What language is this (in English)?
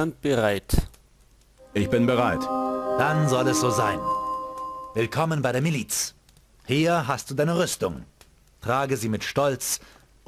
Bavarian